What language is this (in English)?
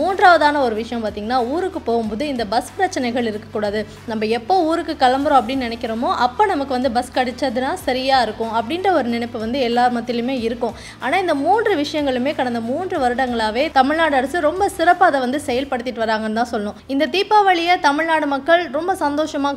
Tamil